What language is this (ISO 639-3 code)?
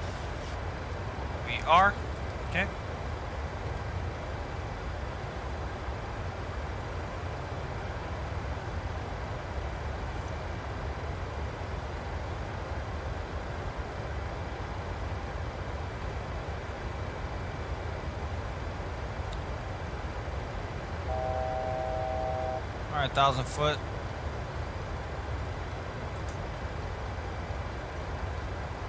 eng